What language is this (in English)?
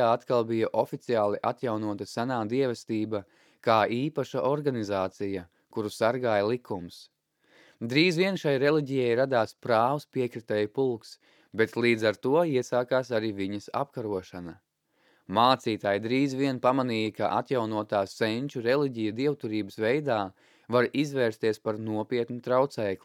Latvian